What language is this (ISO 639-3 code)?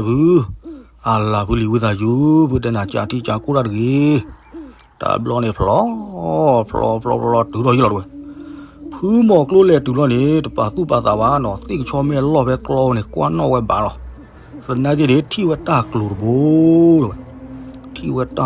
ksw